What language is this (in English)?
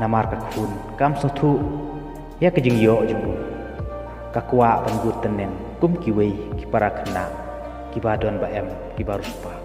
Khasi